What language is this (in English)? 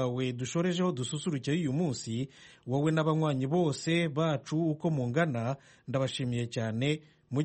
Kinyarwanda